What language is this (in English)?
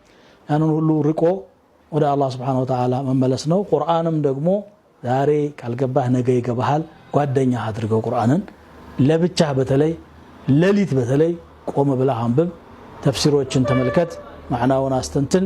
Amharic